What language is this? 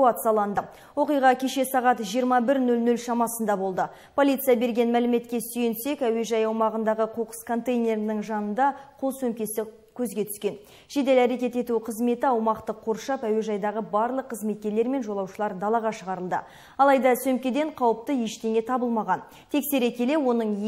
Kazakh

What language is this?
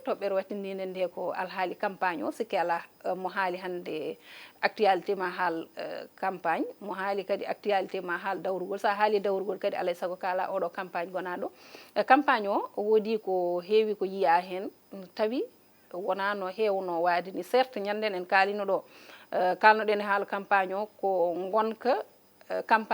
Fula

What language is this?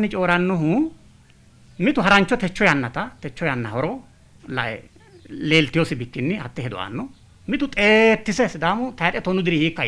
Sidamo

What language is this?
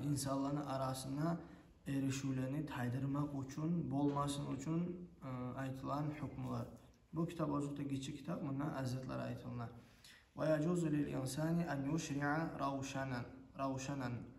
Kumyk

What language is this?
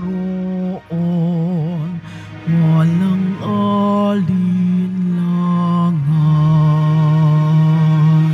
Filipino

